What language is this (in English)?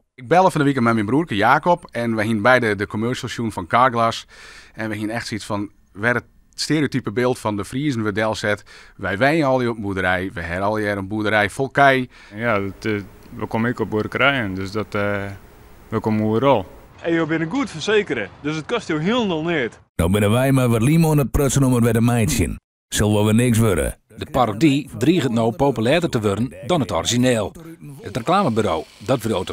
Western Frisian